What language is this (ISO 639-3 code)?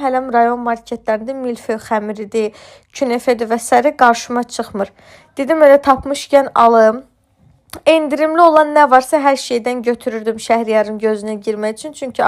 aze